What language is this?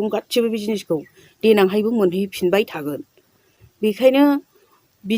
Bodo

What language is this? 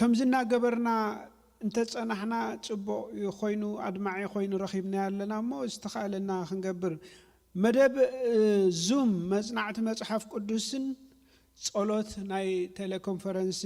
Tigrinya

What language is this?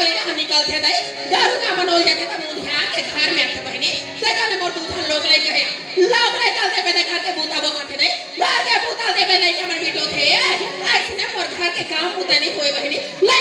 Chhattisgarhi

